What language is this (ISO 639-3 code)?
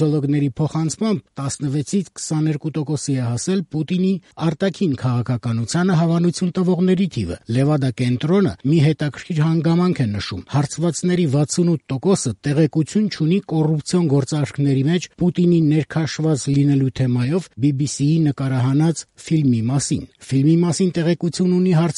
hye